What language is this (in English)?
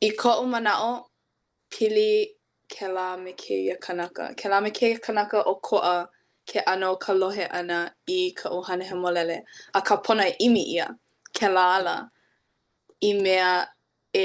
Hawaiian